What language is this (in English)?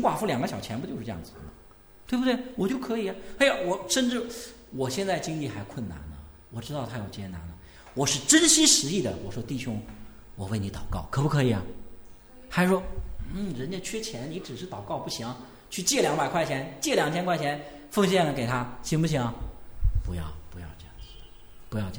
Chinese